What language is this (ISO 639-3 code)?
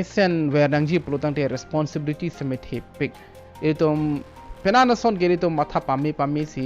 mjw